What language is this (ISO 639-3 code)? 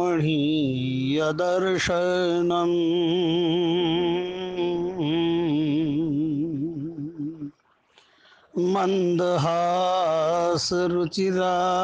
san